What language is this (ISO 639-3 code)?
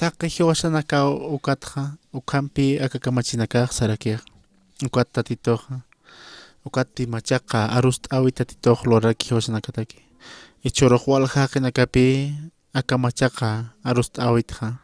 aym